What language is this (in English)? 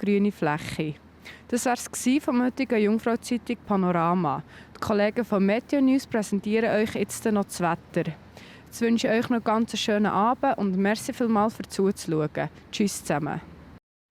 Swiss German